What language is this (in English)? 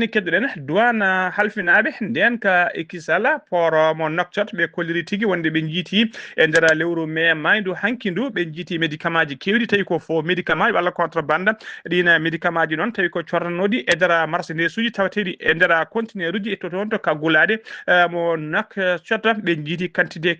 Fula